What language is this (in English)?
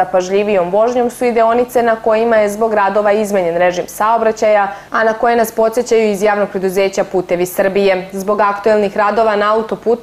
Serbian